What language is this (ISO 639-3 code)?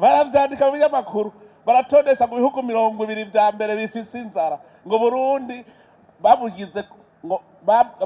run